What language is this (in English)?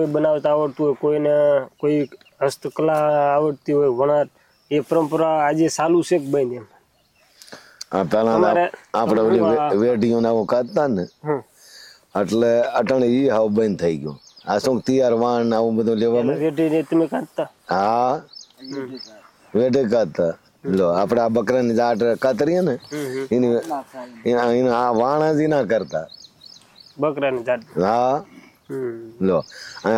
Gujarati